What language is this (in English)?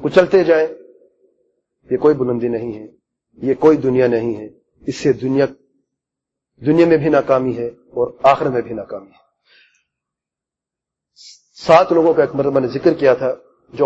Urdu